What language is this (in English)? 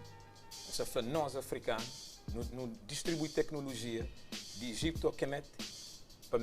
Kabuverdianu